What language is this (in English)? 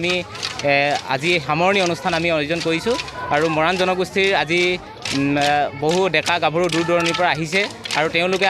Assamese